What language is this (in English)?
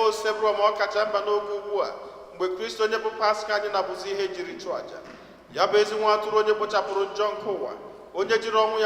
Igbo